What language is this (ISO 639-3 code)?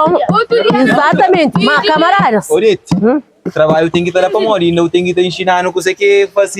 kea